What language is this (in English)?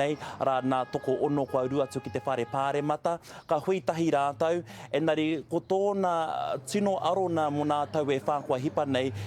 Māori